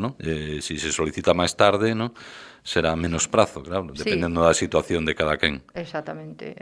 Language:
Galician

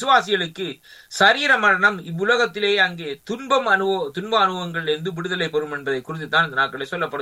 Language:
Tamil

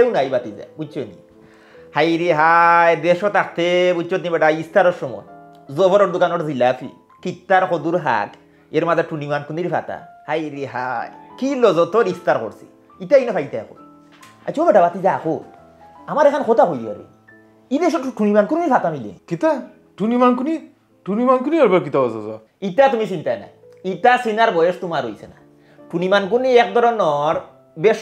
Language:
Sylheti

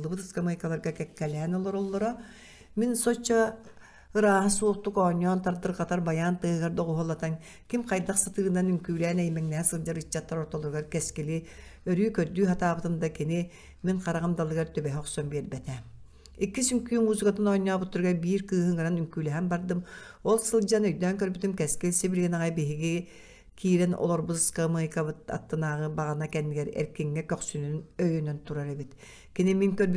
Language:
Yakut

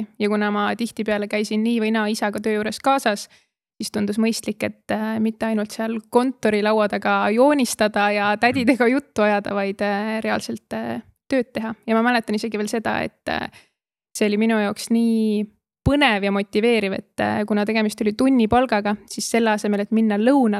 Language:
Estonian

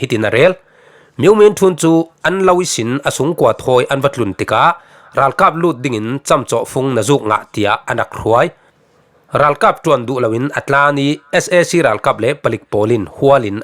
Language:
Falam Chin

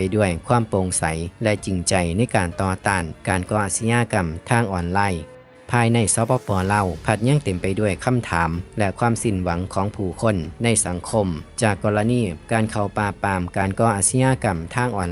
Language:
Lao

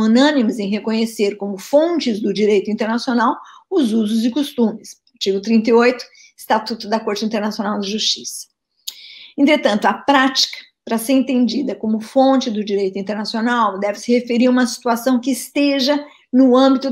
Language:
Portuguese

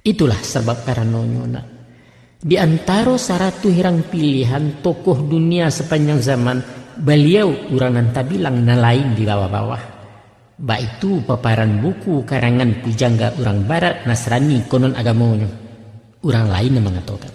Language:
Minangkabau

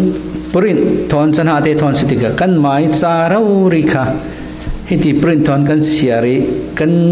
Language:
Hakha Chin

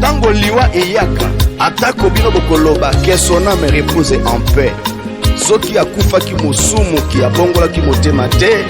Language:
Tetela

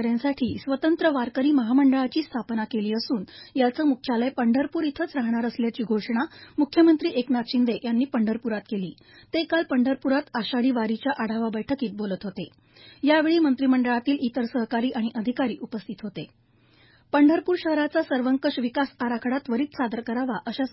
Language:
Marathi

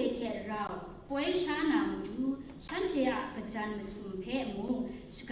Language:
Kachin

